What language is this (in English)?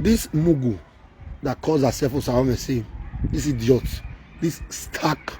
Nigerian Pidgin